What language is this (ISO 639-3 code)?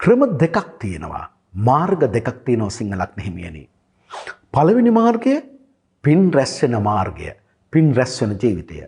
sin